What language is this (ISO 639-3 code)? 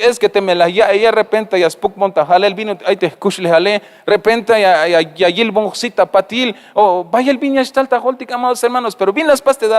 tzh